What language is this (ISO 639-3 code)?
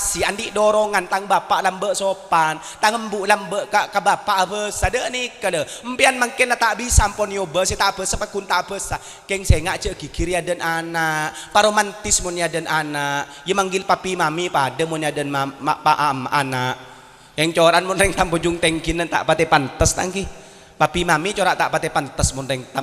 mad